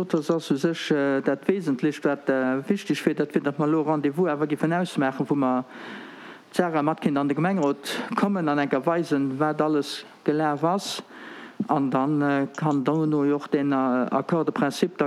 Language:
Luxembourgish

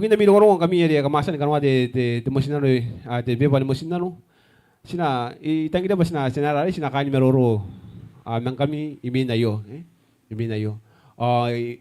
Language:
Gilbertese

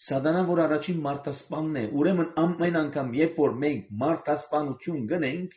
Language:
Armenian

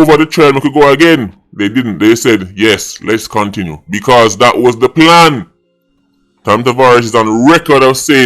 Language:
Jamaican Creole English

